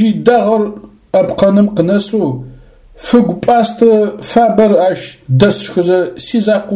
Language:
Adyghe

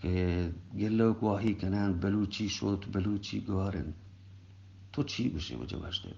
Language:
Eastern Balochi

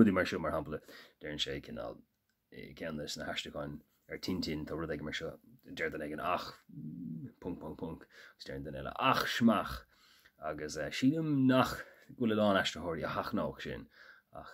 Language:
Irish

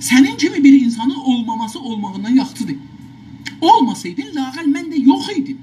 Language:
South Azerbaijani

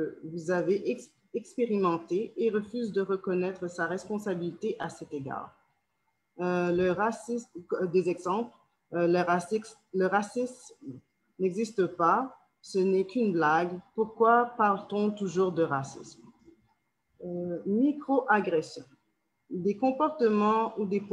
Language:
French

